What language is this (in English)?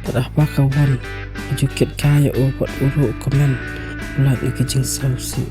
Khasi